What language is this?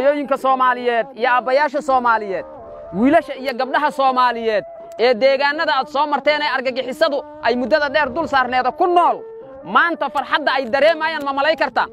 Somali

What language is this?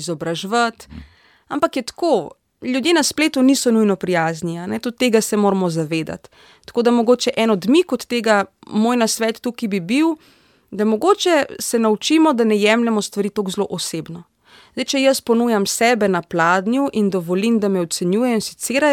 Slovenian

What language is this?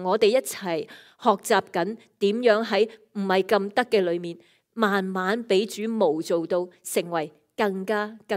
Cantonese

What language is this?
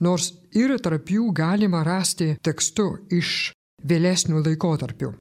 Lithuanian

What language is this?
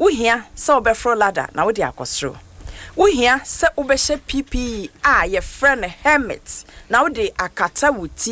Akan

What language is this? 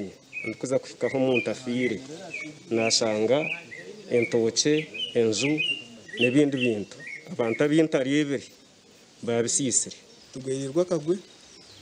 Nyankole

